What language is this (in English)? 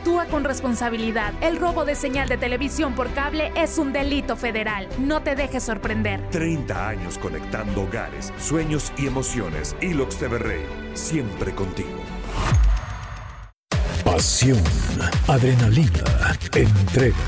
Spanish